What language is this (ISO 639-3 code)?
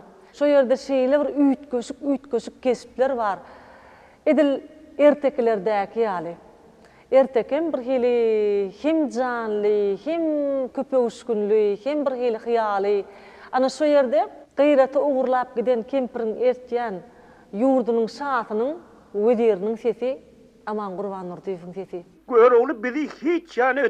tuk